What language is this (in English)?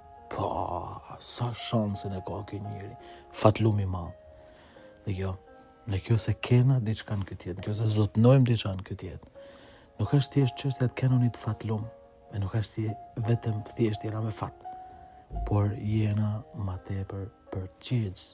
Albanian